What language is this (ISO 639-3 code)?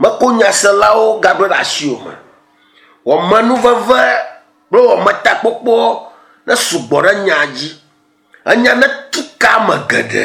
ewe